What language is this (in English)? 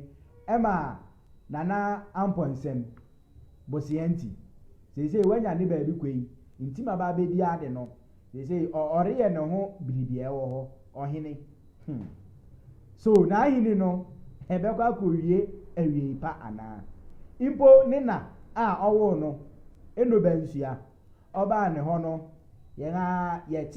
Akan